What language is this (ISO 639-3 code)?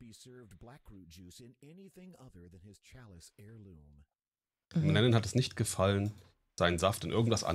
deu